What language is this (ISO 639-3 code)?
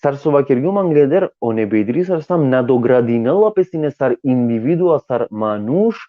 rmn